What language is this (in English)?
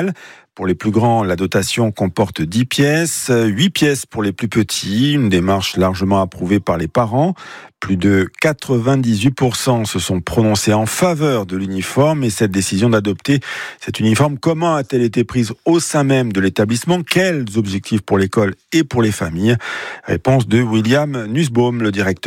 French